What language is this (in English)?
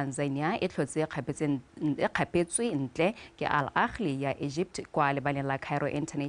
Tswana